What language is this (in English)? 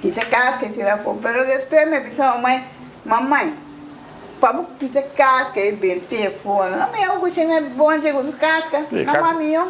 Papiamento